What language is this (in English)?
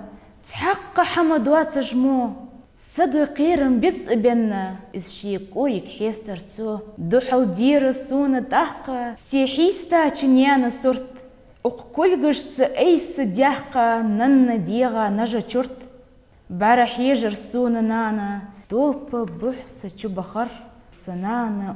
Ingush